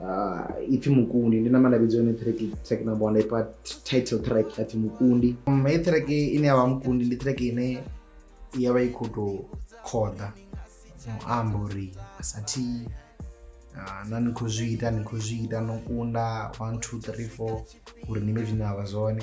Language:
Venda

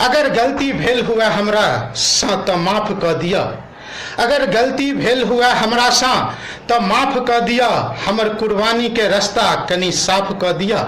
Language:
Maithili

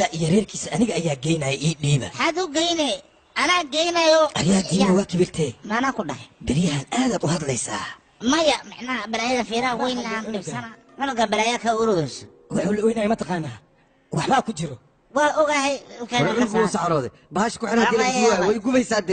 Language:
Somali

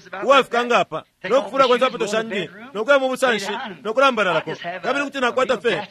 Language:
Bemba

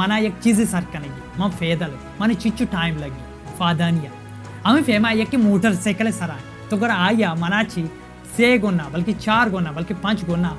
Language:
Baluchi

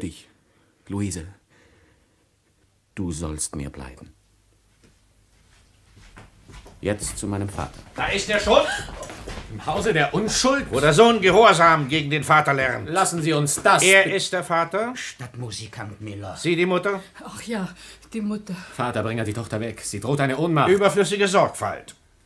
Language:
German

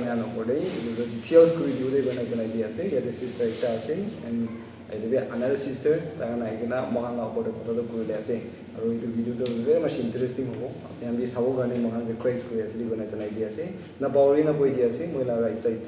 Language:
Naga Pidgin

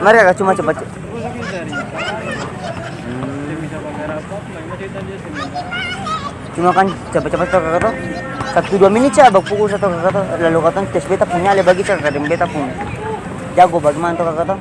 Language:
Ambonese Malay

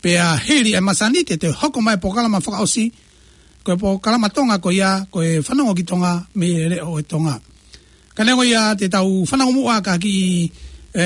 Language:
Tongan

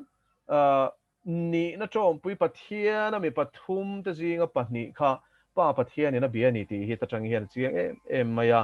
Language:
Mizo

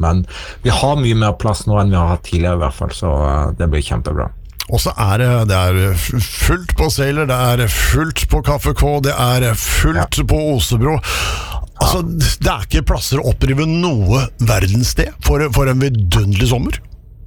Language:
Norwegian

